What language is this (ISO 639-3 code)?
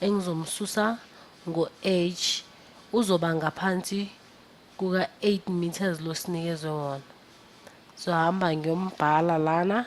zul